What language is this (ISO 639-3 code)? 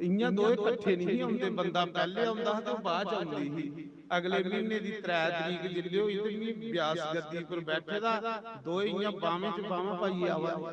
doi